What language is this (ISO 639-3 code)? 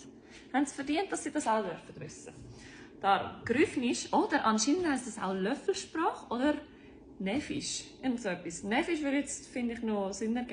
gsw